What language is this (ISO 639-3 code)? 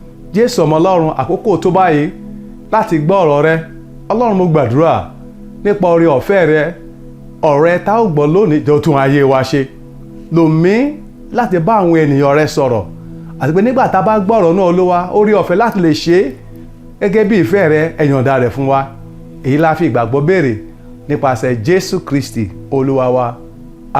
yor